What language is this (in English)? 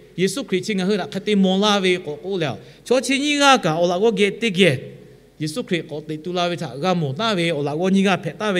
Lahu